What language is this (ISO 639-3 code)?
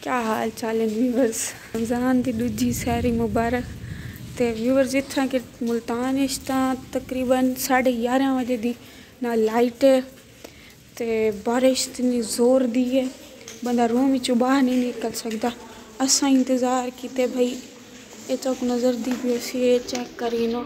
skr